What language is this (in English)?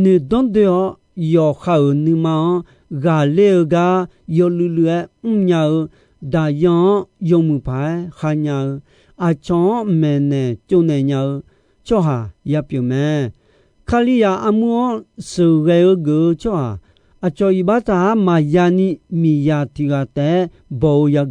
Akha